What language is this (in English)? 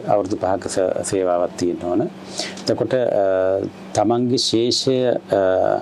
Sinhala